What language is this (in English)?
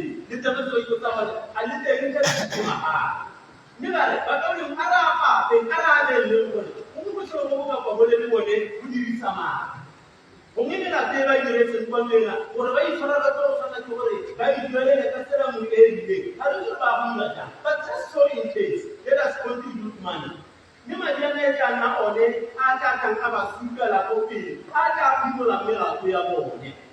Tswana